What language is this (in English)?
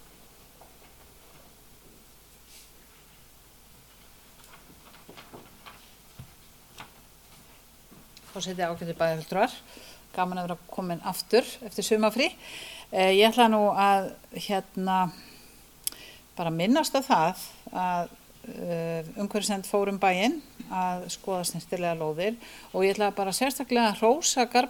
Icelandic